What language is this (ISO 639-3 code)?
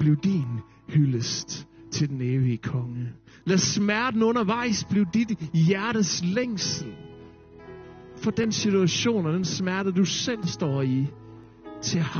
dan